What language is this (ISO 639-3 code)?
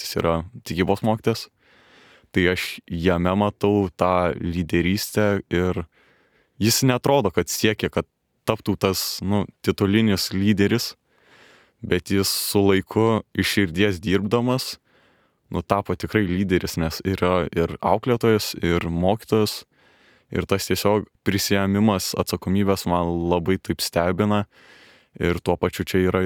lit